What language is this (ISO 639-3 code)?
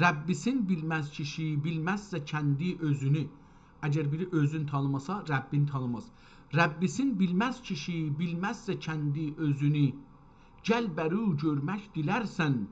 azb